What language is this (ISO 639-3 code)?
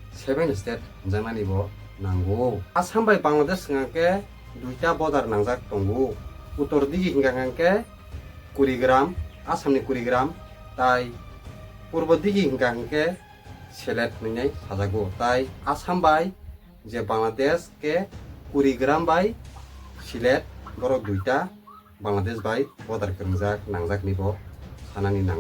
trp